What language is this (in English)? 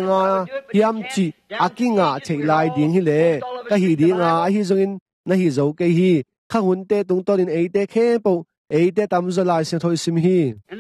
Tedim Chin